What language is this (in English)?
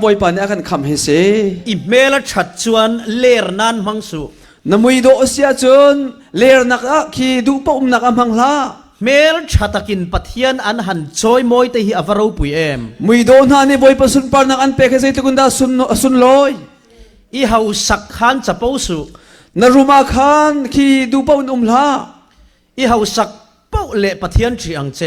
Falam Chin